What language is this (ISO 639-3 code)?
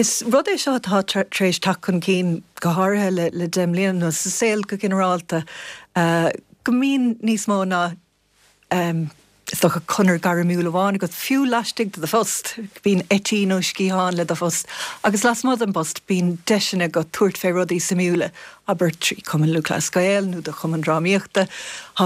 gle